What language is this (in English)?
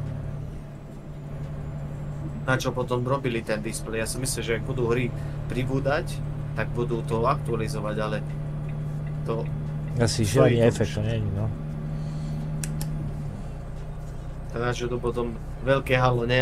Slovak